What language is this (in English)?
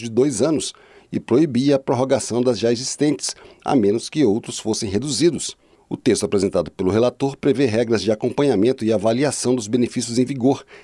Portuguese